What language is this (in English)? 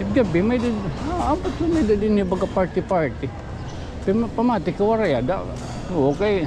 Waray